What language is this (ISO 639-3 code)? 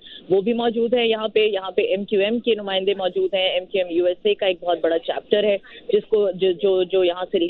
urd